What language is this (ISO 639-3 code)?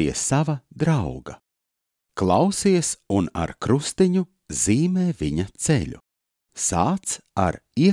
lav